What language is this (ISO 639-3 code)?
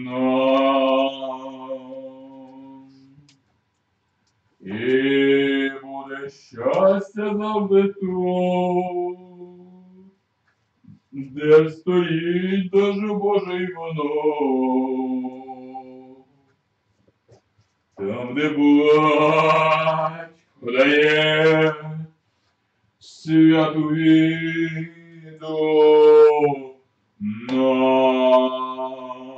ukr